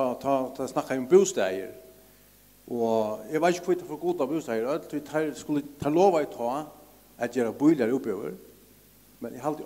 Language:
Faroese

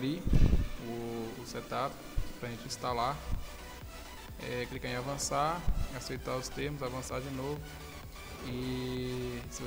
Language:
Portuguese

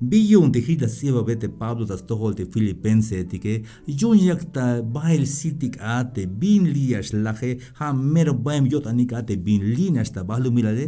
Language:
Tzeltal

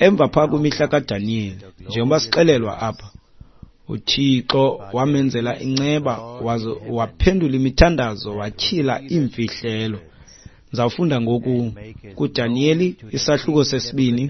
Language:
Xhosa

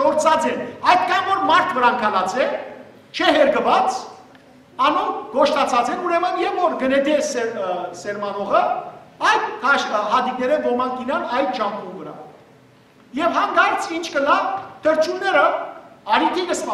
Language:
Western Armenian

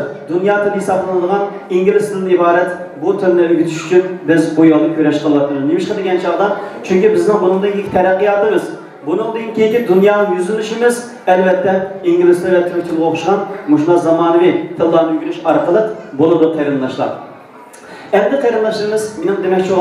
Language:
Uyghur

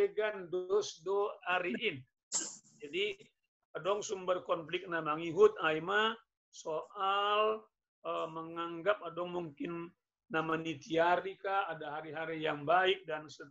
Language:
Batak Simalungun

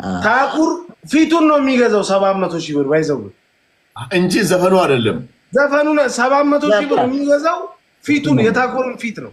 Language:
Amharic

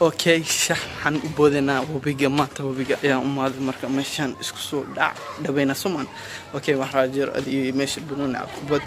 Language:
Somali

